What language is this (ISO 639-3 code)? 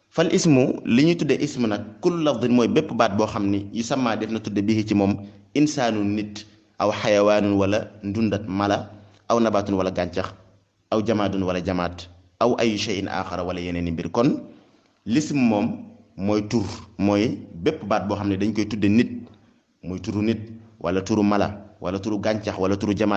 wol